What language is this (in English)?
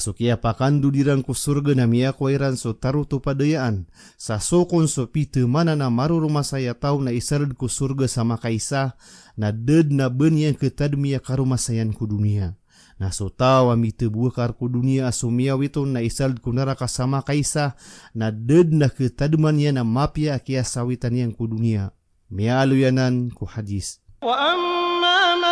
Maranao